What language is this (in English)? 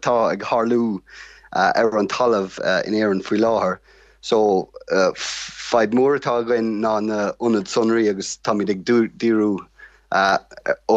Irish